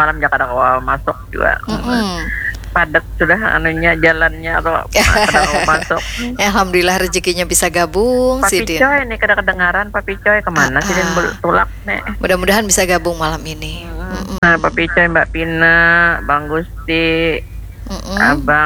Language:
Banjar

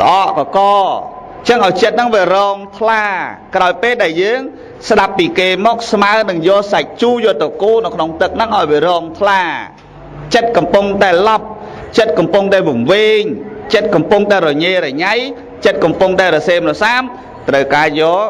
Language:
Khmer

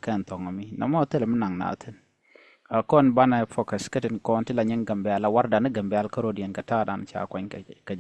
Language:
Nuer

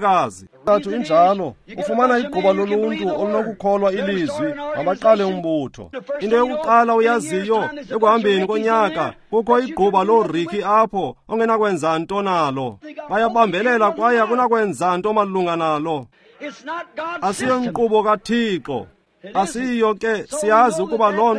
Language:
Xhosa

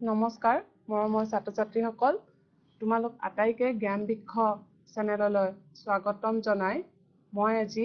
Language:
Assamese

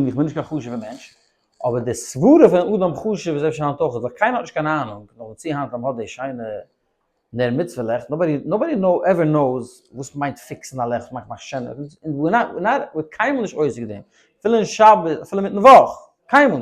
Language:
Yiddish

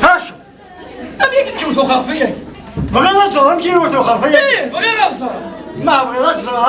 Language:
Kabyle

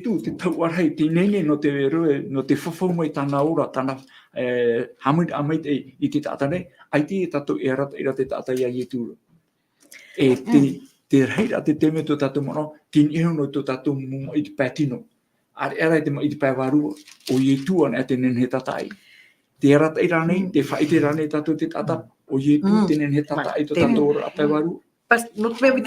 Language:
Tahitian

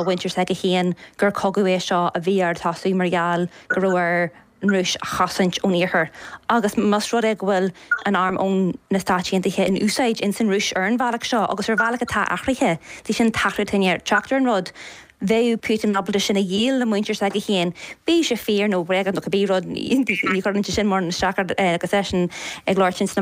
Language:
Irish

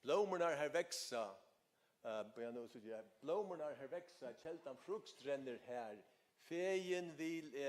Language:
Faroese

